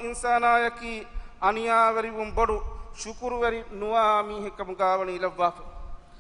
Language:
Divehi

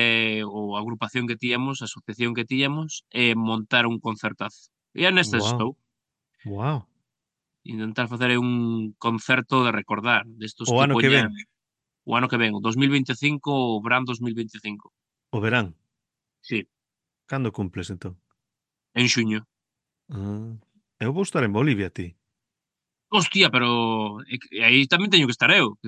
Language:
Galician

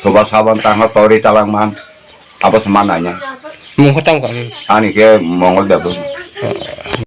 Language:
Kok Borok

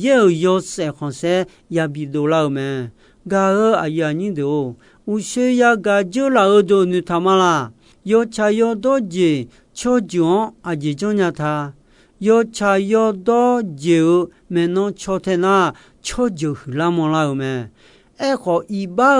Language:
Akha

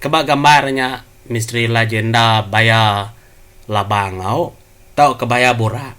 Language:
Iban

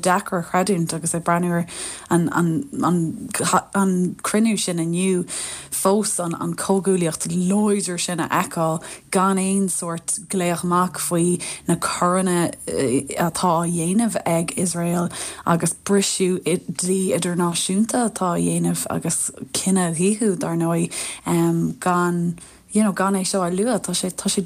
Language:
Irish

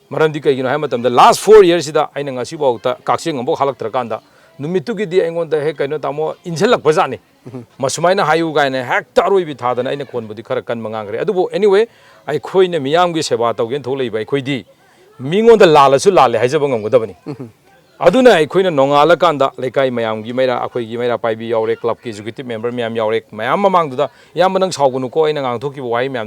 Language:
Manipuri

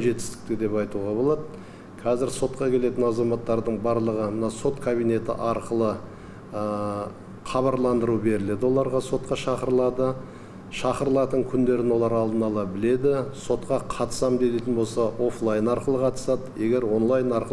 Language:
Kazakh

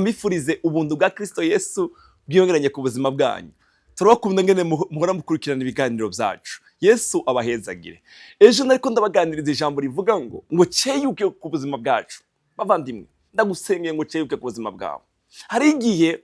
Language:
Rundi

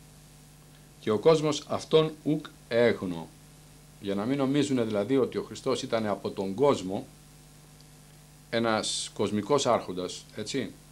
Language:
Greek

